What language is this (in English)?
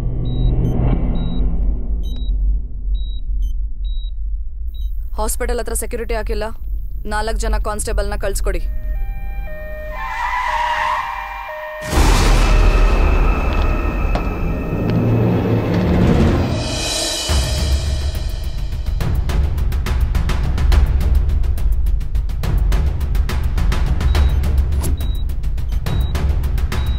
Kannada